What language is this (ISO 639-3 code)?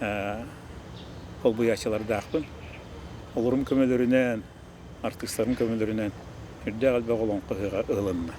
sah